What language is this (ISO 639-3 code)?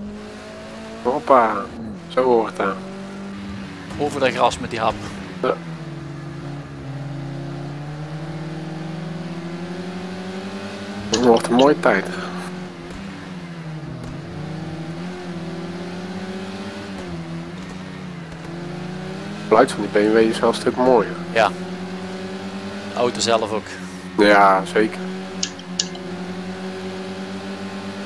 nld